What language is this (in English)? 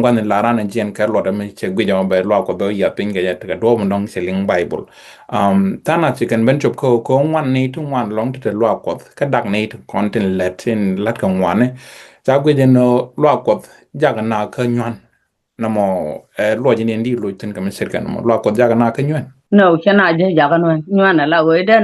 Nuer